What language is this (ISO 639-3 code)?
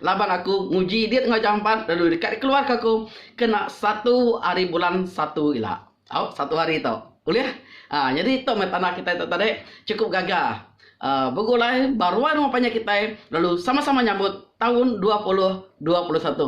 iba